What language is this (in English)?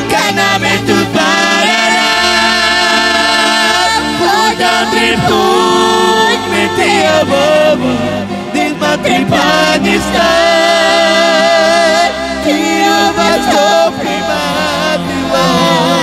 Carpathian Romani